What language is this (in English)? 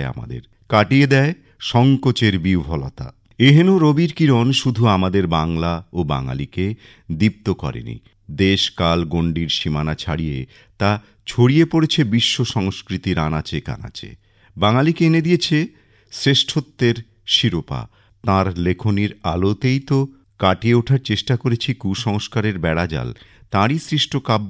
Bangla